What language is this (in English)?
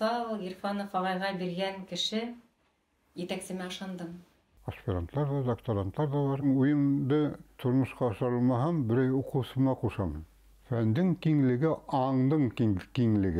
Bashkir